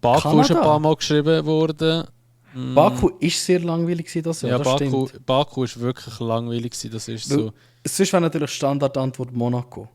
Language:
Swiss German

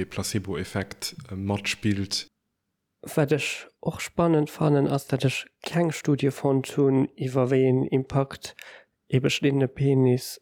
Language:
Luxembourgish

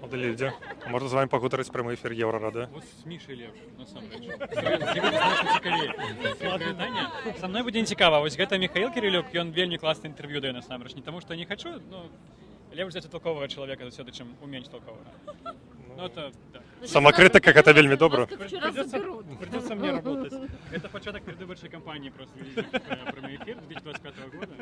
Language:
Belarusian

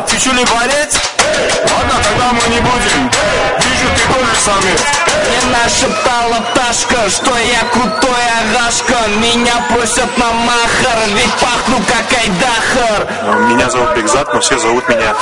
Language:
Kara-Kalpak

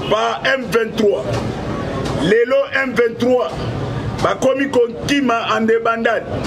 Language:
Lingala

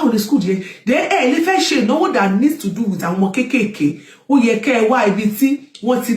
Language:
Yoruba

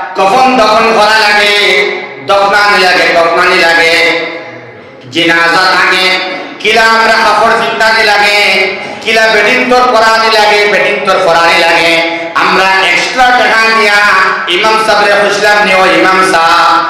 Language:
Sylheti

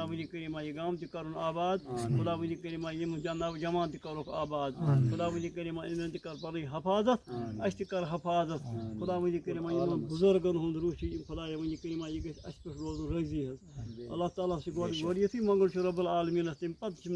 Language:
Kashmiri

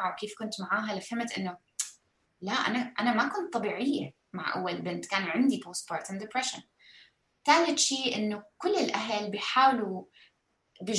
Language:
North Levantine Arabic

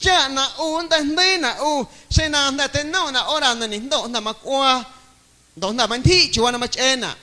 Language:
Guerrero Amuzgo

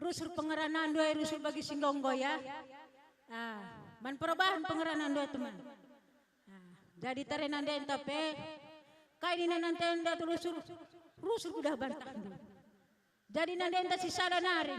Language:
Batak Karo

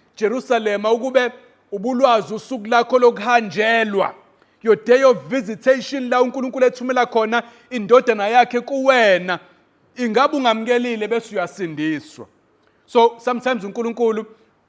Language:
Zulu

